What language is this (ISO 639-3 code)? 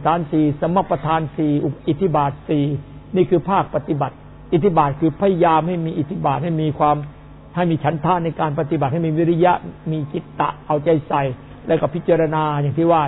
tha